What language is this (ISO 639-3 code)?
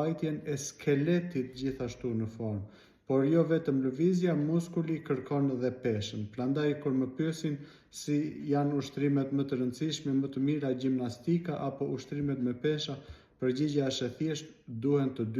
sqi